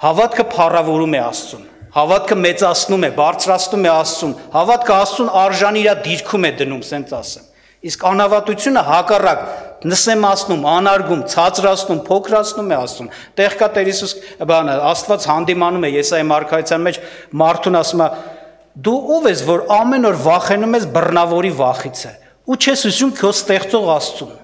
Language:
Armenian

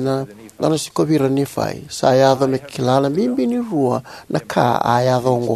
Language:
Fijian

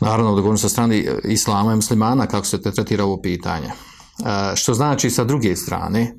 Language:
Bosnian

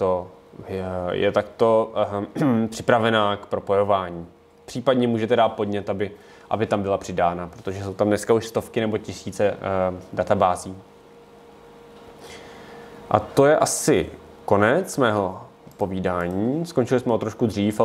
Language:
Czech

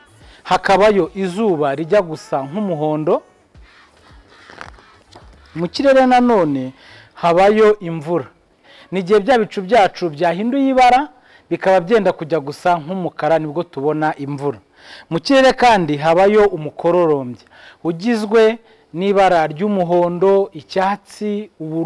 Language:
Kinyarwanda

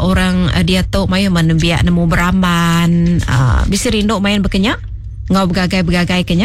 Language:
Iban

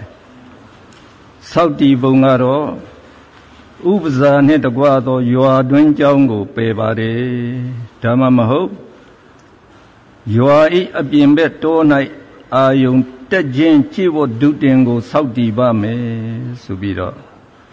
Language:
Burmese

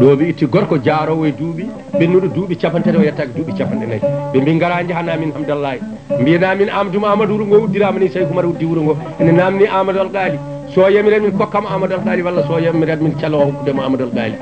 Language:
Fula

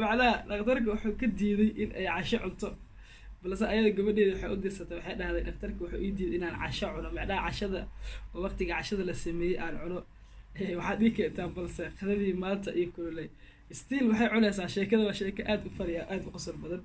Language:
Somali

